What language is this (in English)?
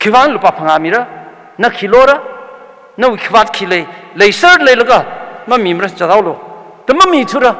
Tangkhul Naga (India)